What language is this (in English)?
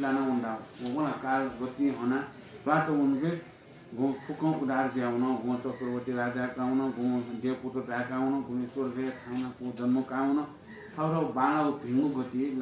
Newari